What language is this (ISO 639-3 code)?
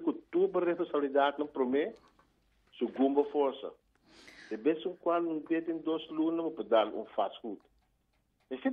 pap